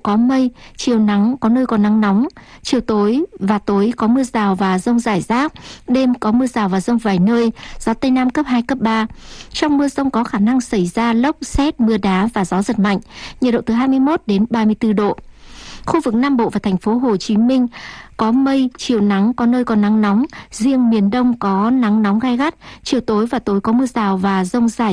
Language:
Vietnamese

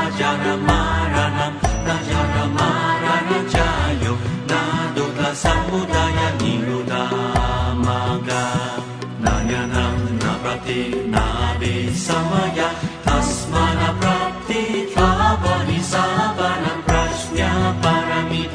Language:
Sanskrit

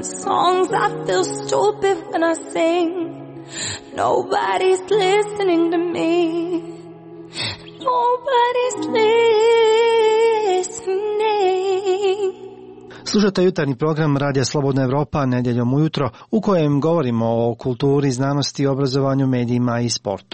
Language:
Croatian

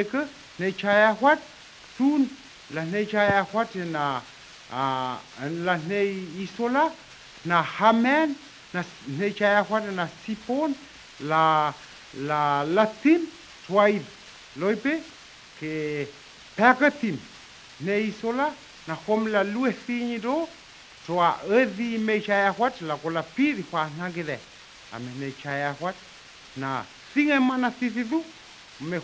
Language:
Dehu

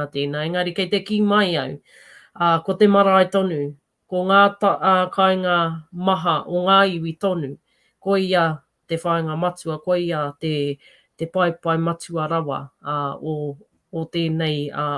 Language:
Māori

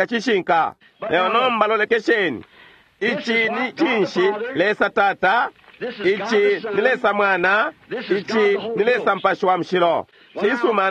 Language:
Bemba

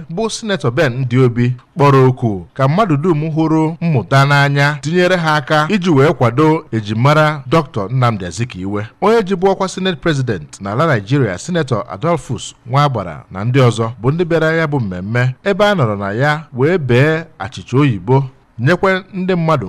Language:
Igbo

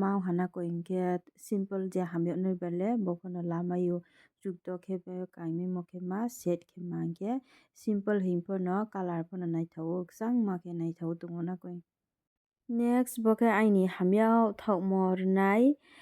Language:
Riang (India)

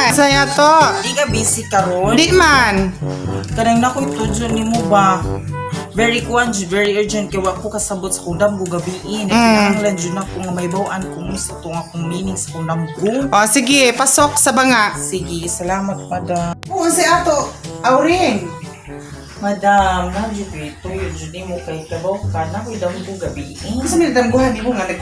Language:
Cebuano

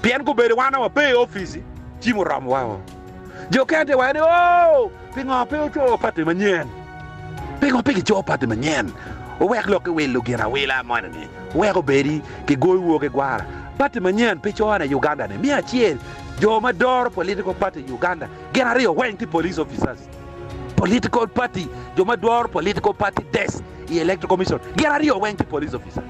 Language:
Acoli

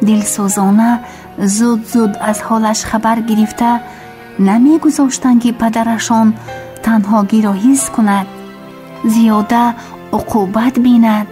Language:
Tajik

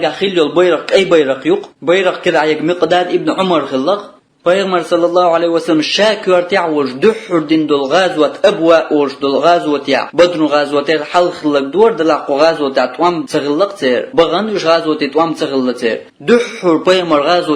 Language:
Chechen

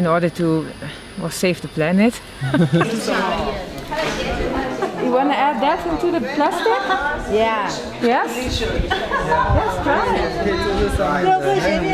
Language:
English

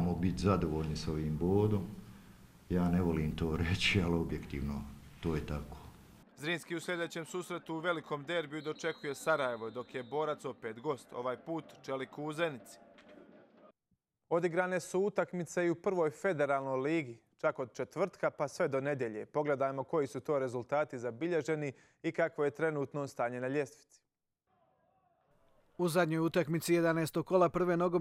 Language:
Croatian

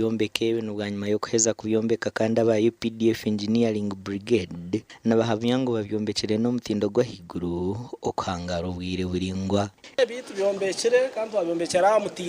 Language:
Nyankole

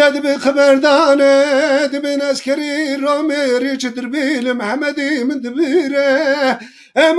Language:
Turkish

